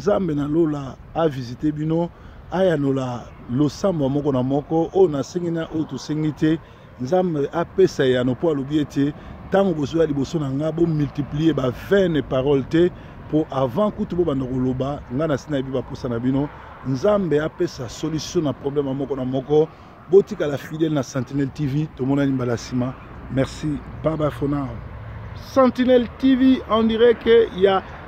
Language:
Lingala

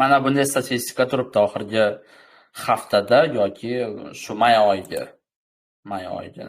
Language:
Uzbek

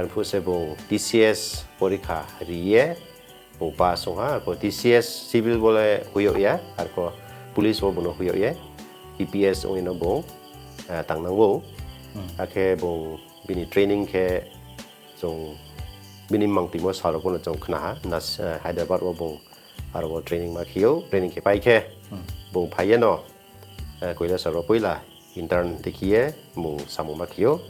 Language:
Riang (India)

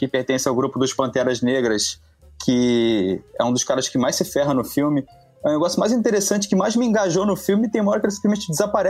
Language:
Portuguese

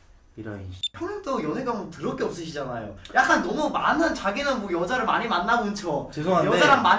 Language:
Korean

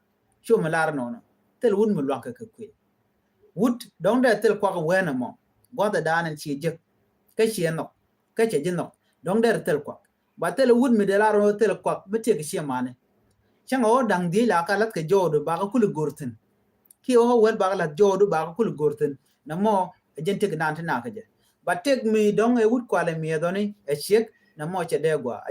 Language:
Nuer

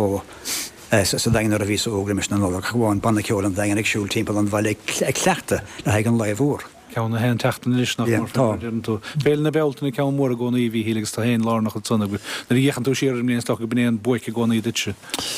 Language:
Irish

